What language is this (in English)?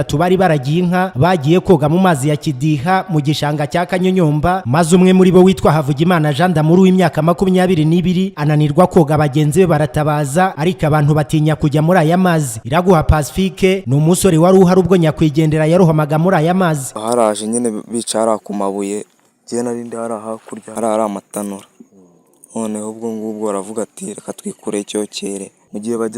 Kinyarwanda